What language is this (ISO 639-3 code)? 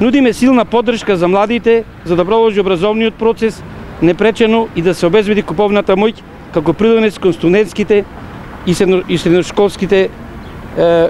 mkd